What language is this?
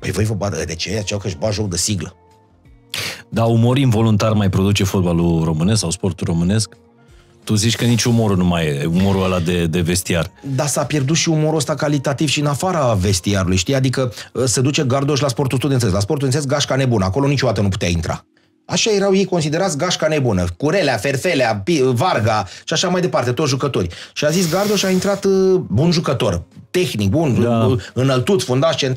Romanian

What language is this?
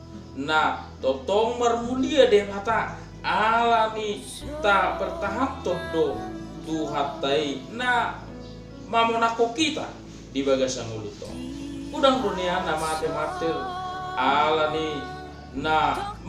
Batak Toba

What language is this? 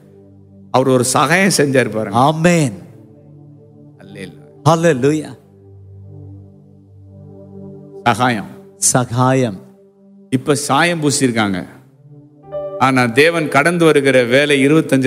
Tamil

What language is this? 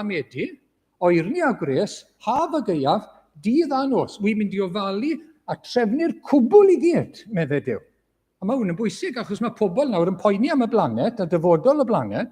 Welsh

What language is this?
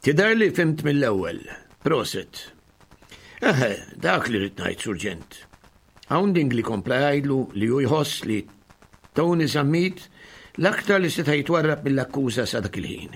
Maltese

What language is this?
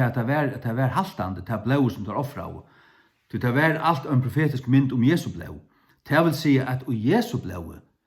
Faroese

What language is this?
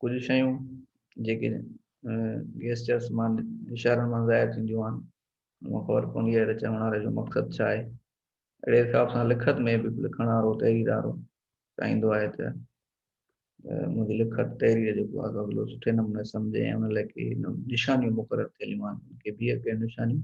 Sindhi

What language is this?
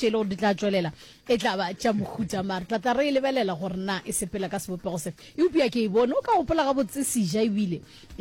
Northern Sotho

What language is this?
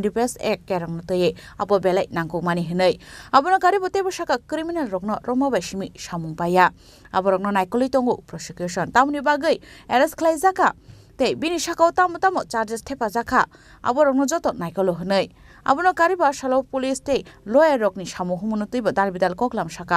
Kok Borok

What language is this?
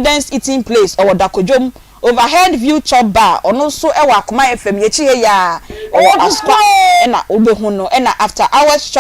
Akan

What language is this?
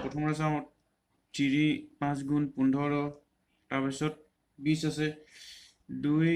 Assamese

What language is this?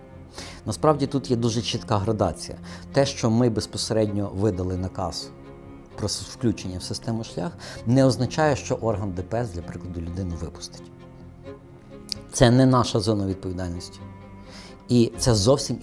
Ukrainian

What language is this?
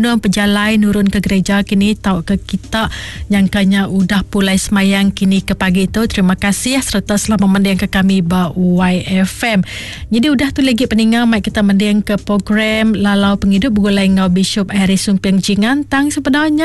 Iban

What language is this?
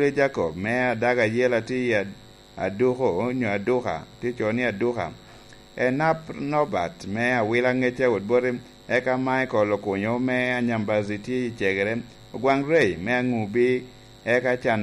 Lango (Uganda)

